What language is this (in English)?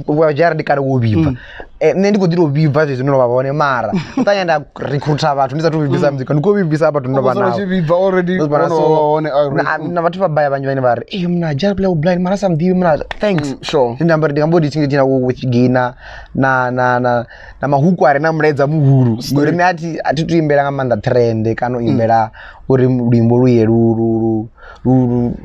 Venda